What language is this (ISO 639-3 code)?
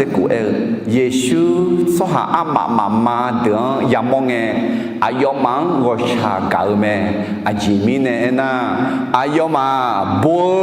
ahk